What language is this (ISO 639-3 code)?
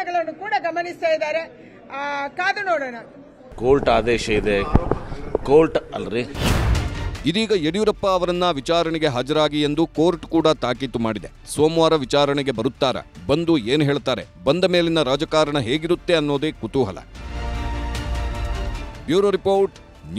kan